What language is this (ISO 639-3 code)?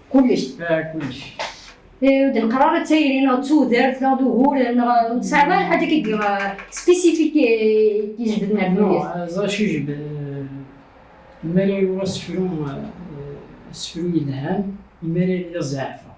kab